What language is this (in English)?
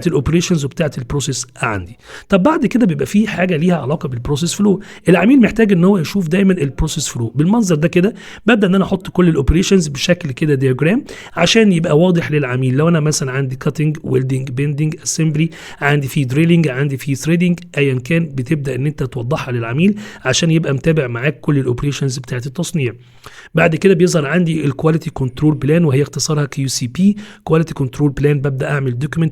Egyptian Arabic